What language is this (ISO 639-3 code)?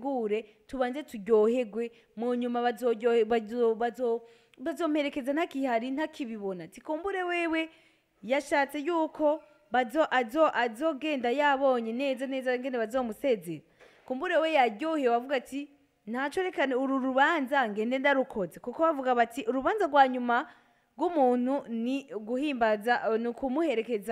run